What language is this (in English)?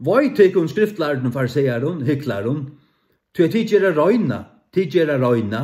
Faroese